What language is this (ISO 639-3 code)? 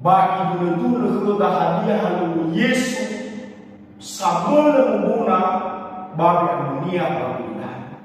nia